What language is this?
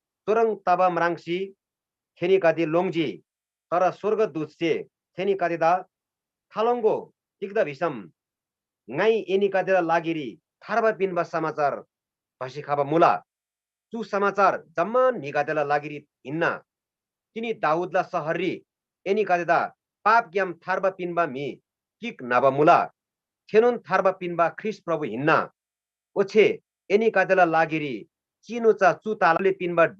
Eastern Tamang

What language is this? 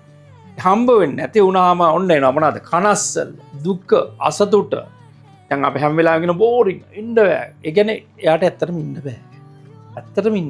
Sinhala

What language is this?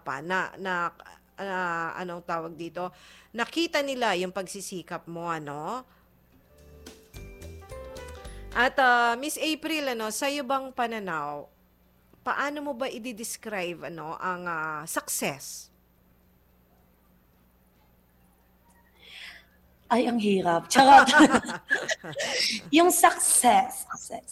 Filipino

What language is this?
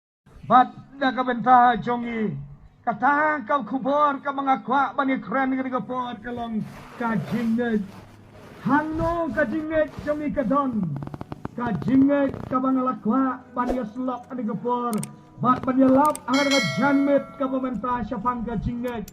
Khasi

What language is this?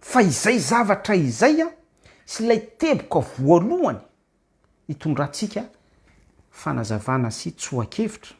Malagasy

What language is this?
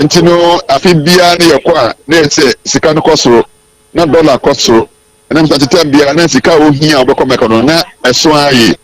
Akan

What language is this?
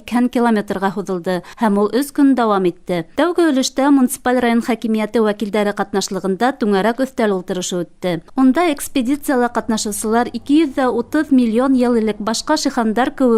Bashkir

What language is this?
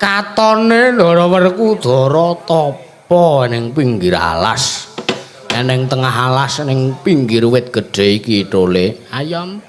Javanese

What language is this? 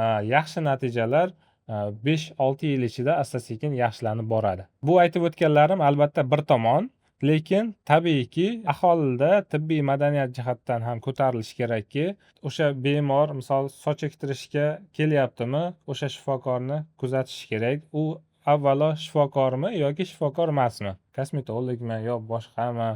Uzbek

